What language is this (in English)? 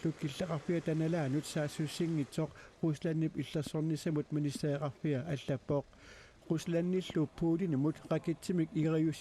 Kalaallisut